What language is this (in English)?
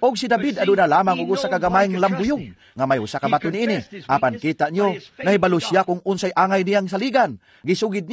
Cebuano